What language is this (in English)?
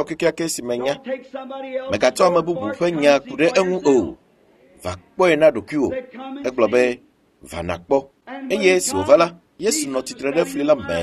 Ewe